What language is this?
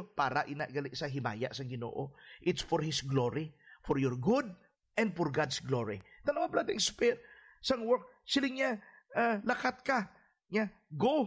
Hiligaynon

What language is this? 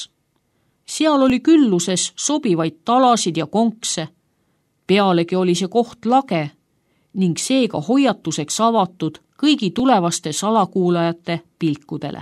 Estonian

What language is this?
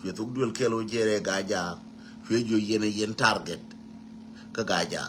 Nuer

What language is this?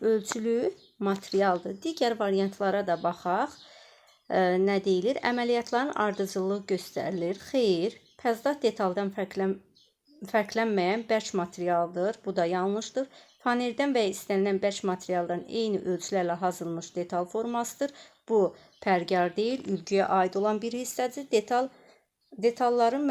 Azerbaijani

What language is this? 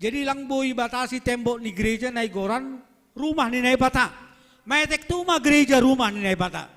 Batak Simalungun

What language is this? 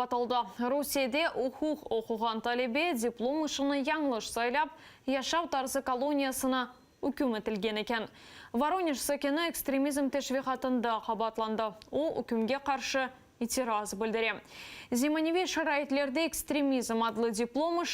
Crimean Tatar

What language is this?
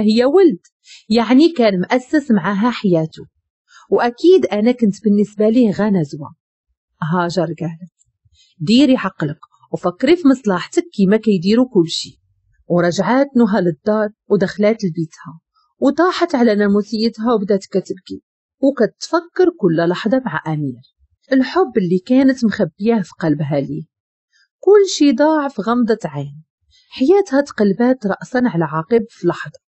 Moroccan Arabic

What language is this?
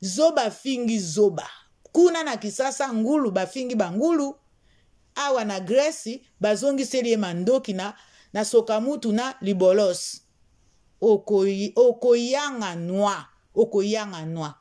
Lingala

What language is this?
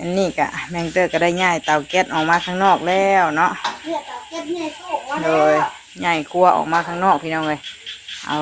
Northeastern Thai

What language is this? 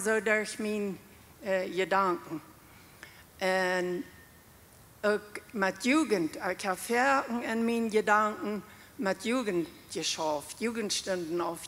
Plautdietsch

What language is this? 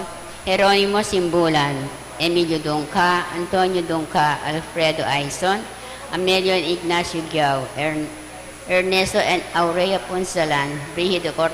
Pampanga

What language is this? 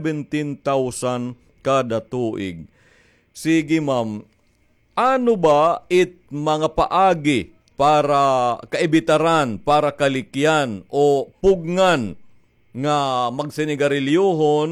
Waray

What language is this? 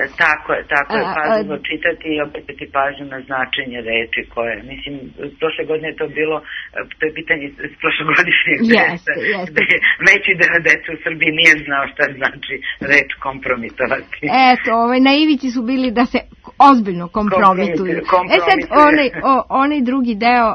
Serbian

